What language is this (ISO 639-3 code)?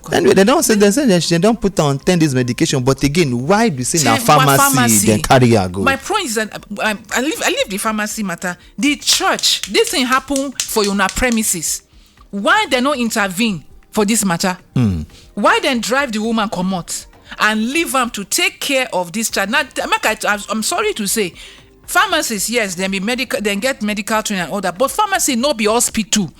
pcm